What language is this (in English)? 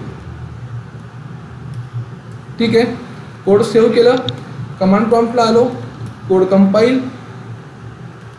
Marathi